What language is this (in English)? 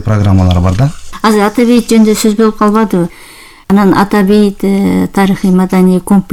Kyrgyz